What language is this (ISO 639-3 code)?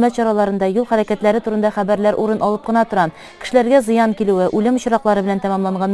tat